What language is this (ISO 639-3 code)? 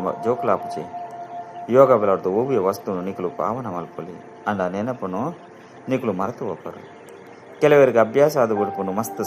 tcy